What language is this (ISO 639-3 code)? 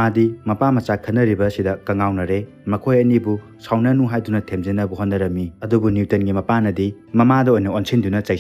mni